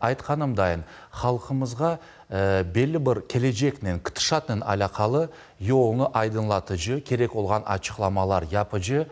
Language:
Crimean Tatar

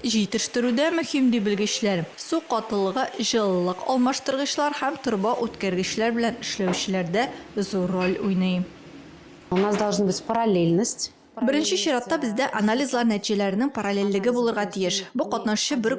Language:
Tatar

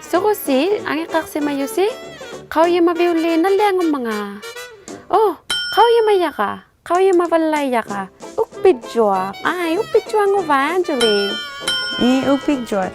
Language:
Inuktitut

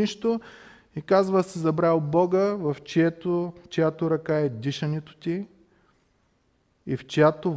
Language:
Bulgarian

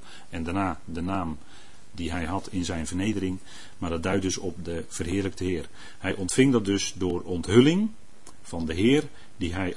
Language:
Dutch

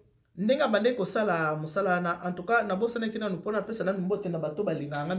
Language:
Lingala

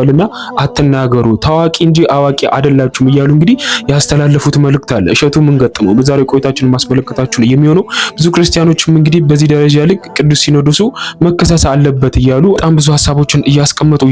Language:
Amharic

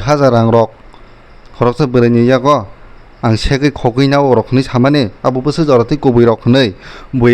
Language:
Kok Borok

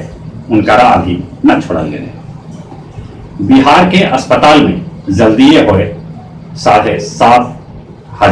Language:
Magahi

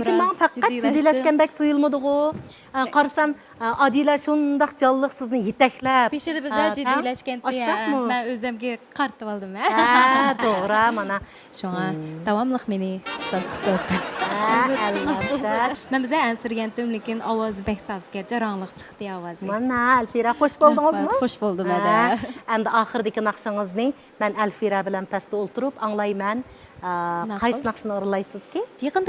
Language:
Uyghur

